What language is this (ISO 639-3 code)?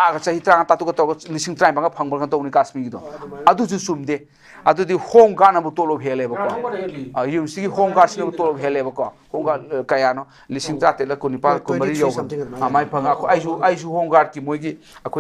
mni